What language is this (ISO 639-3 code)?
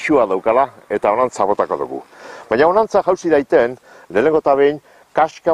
eus